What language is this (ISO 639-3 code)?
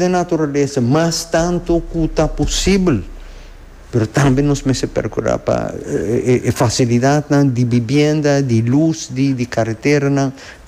pap